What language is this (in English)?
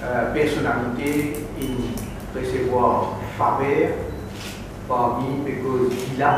Morisyen